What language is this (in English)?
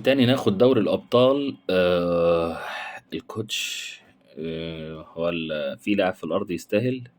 Egyptian Arabic